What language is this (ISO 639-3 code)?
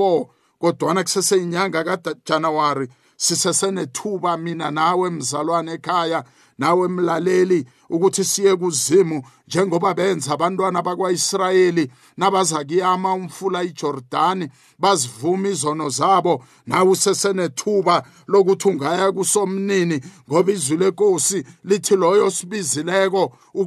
nbl